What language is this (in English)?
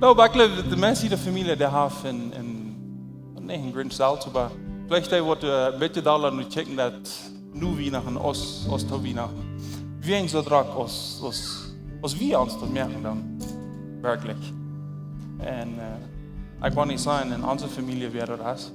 Plautdietsch